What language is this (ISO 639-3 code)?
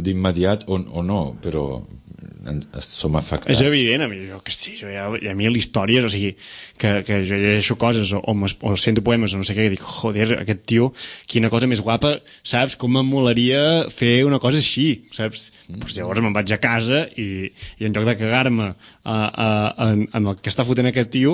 cat